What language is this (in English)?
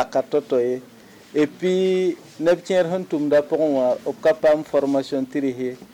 Mossi